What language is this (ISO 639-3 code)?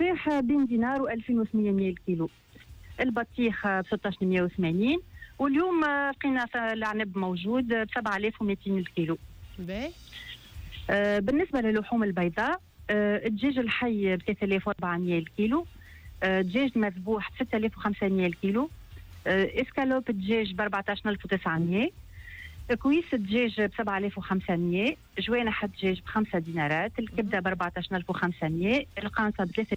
aeb